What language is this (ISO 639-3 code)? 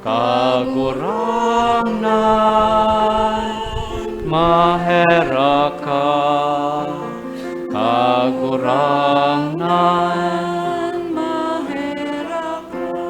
bik